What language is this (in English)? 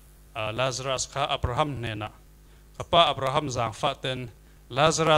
Falam Chin